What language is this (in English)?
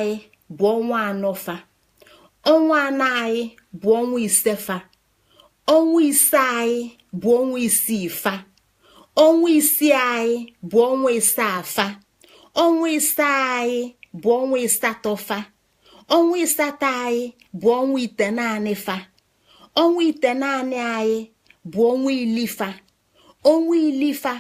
Igbo